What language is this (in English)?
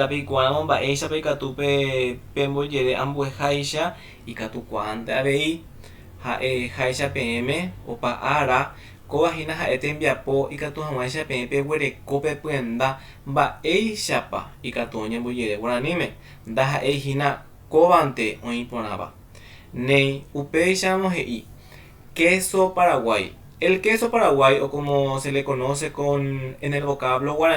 Guarani